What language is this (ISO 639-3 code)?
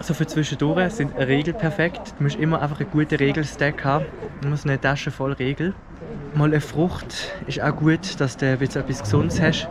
gsw